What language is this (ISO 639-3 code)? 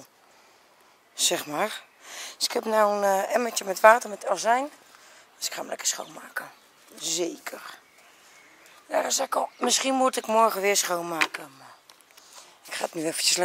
nld